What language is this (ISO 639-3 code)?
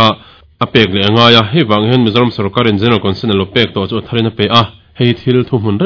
lus